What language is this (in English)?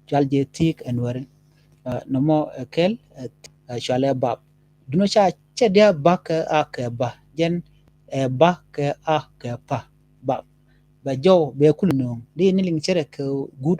Nuer